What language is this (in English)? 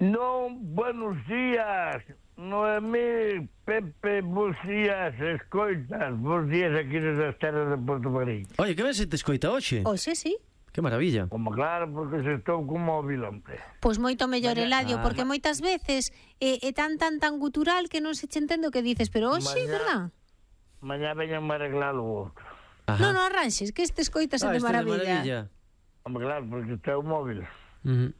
Galician